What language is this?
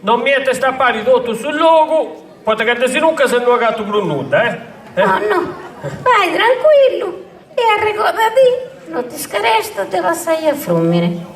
Sardinian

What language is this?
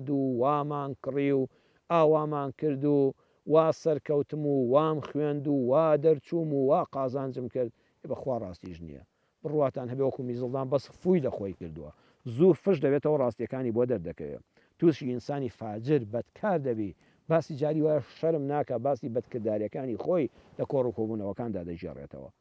Central Kurdish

